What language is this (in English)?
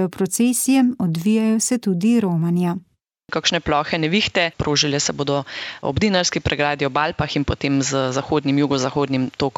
Slovenian